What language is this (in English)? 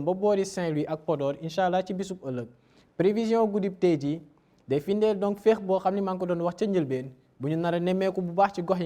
Wolof